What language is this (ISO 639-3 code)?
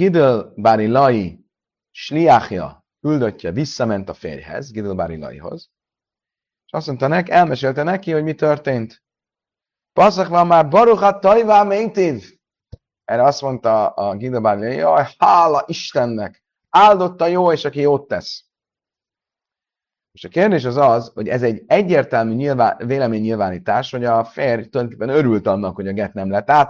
hun